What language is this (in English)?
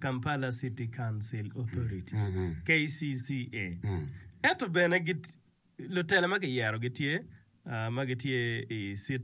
Acoli